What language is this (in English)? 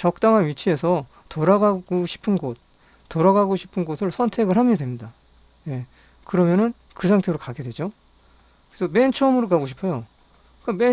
Korean